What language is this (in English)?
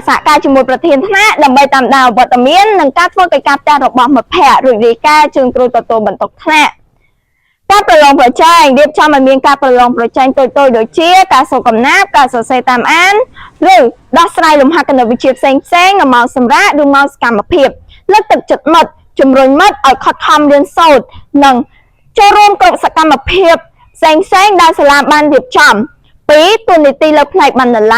Khmer